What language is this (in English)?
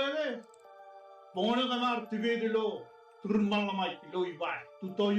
Marshallese